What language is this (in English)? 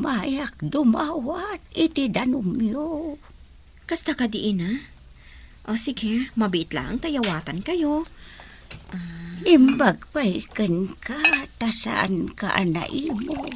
Iloko